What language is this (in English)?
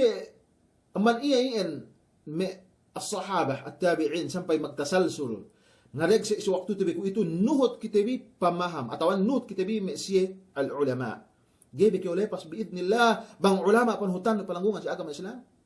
Yakan